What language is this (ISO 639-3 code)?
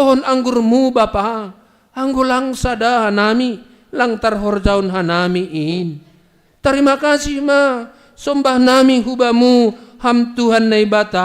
bts